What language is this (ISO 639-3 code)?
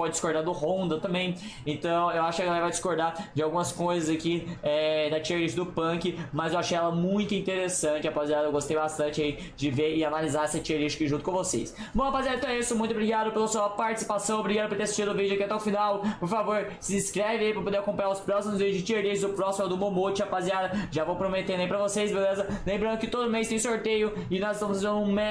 por